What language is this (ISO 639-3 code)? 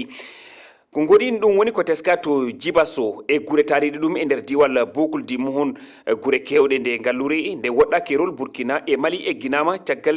ful